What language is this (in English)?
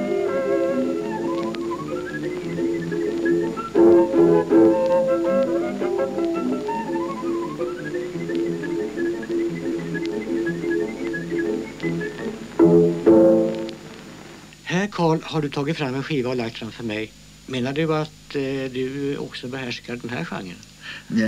Swedish